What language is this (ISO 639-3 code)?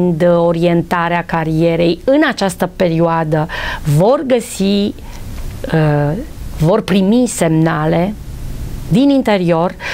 ron